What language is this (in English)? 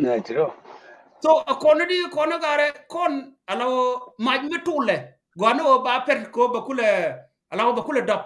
Nuer